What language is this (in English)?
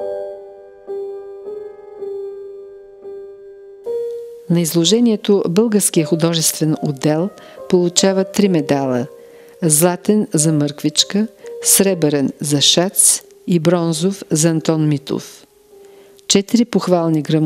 Bulgarian